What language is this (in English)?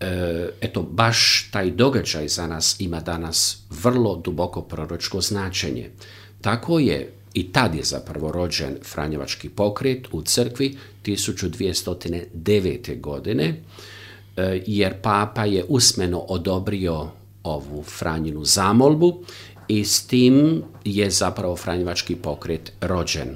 Croatian